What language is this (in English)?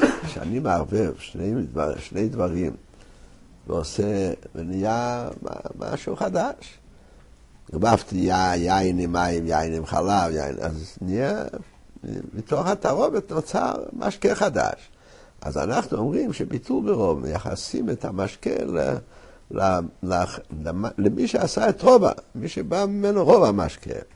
Hebrew